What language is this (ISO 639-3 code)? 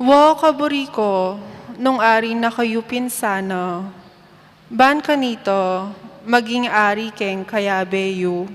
pam